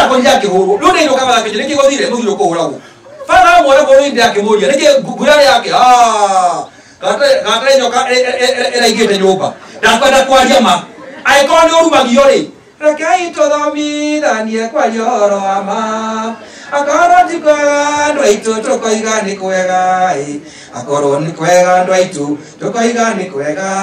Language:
Kikuyu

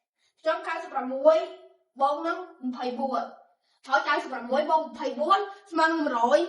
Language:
Khmer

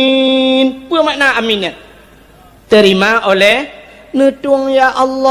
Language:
Achinese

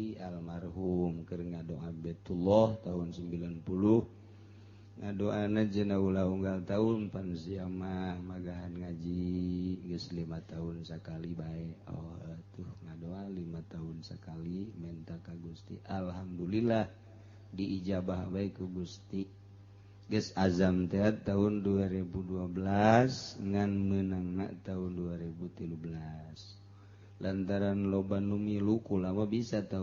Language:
Sundanese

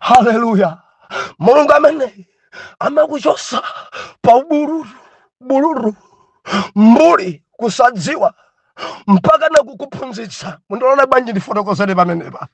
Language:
Nyanja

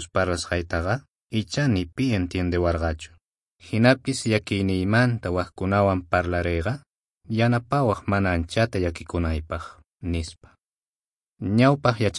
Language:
South Bolivian Quechua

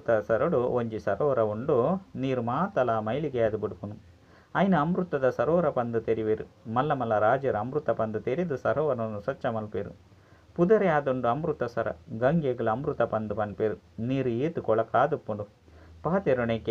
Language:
Tulu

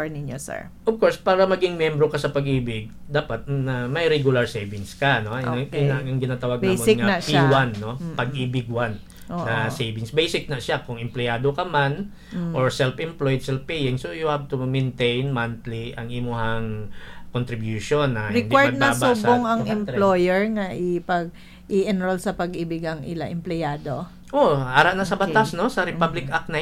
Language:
Hiligaynon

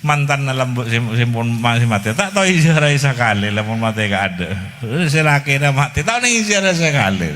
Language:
Madurese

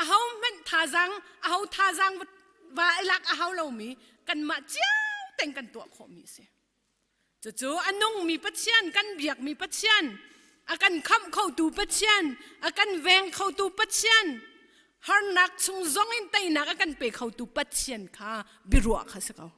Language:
Hakha Chin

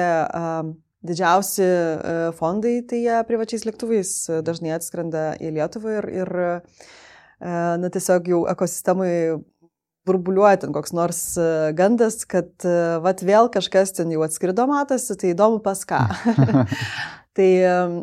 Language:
Lithuanian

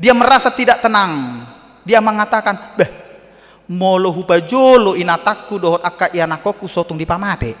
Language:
Batak Toba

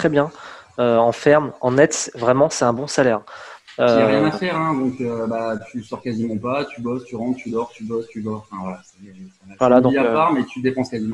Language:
French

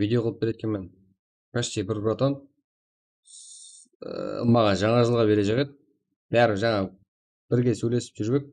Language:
Kara-Kalpak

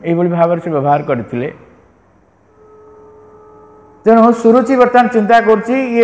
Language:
Odia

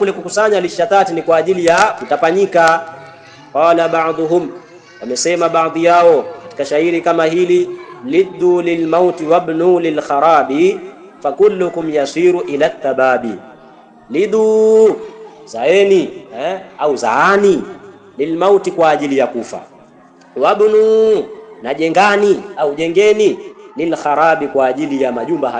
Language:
Swahili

